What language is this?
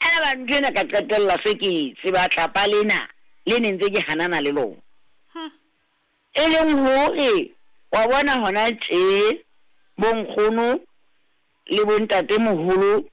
Southern Sotho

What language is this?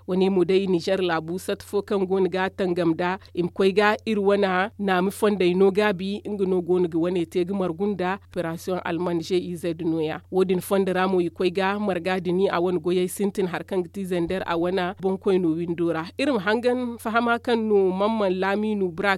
Zarma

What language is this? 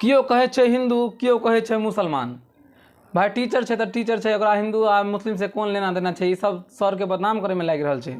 Maithili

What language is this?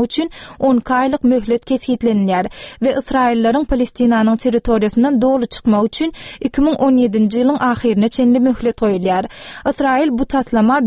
Turkmen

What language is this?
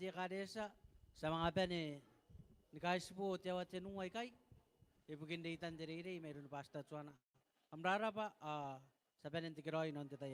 Gilbertese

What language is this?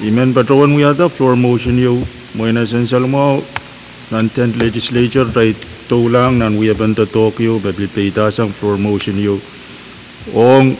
Pohnpeian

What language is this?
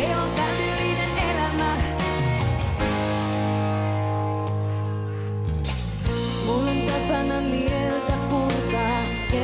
Finnish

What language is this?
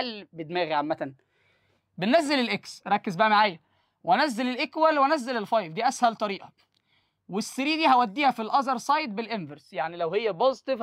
Egyptian Arabic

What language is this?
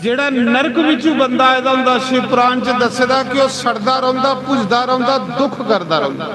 Dogri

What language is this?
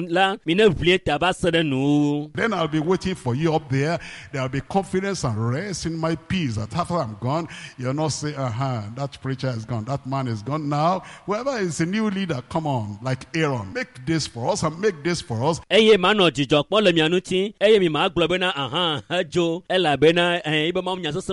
Ewe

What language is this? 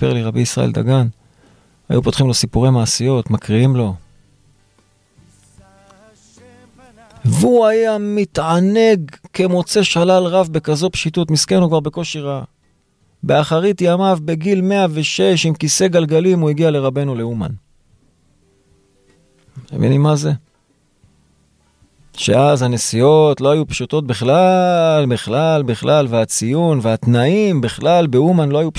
Hebrew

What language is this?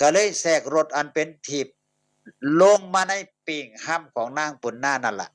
Northeastern Thai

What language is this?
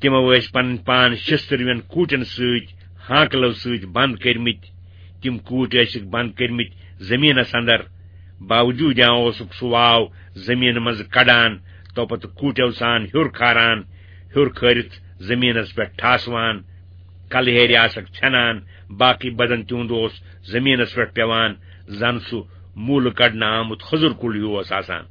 Kashmiri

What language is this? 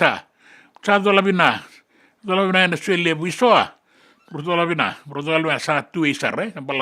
Fijian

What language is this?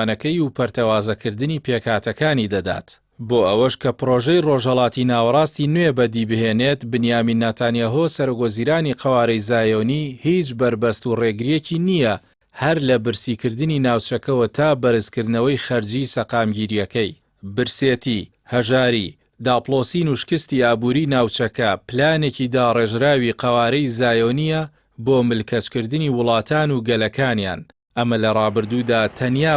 Central Kurdish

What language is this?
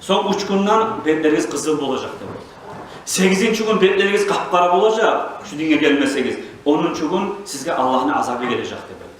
Kumyk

